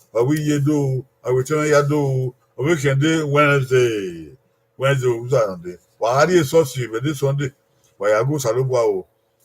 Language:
Bini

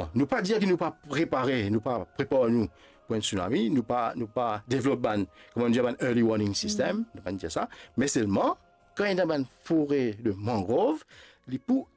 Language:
Morisyen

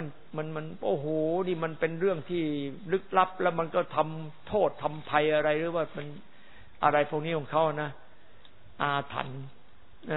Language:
Thai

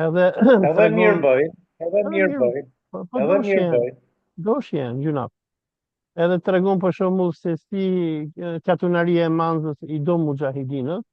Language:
Albanian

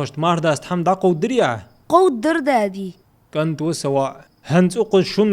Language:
Ingush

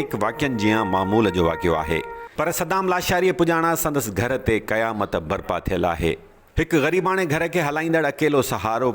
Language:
Sindhi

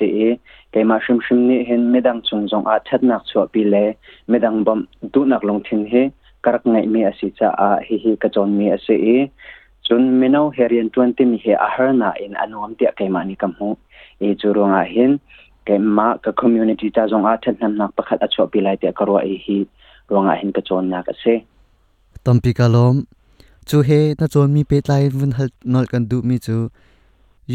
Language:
Hakha Chin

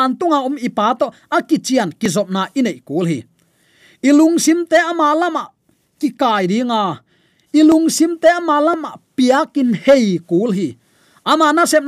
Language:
Tedim Chin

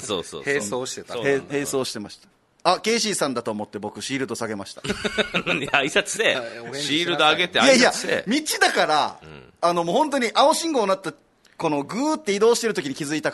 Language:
Japanese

